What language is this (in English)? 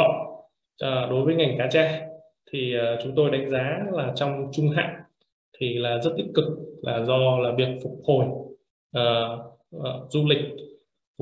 Vietnamese